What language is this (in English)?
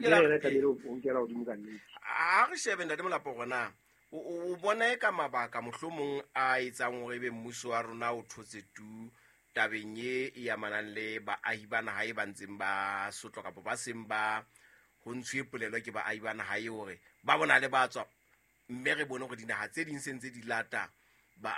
Southern Sotho